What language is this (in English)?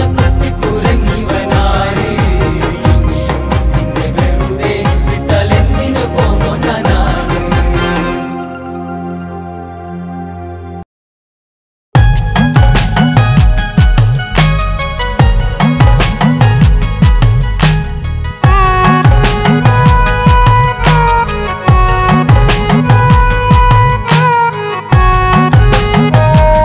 Malayalam